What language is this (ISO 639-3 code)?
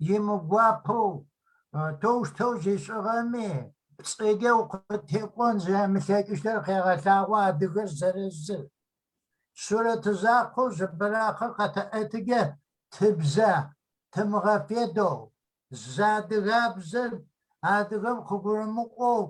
kbd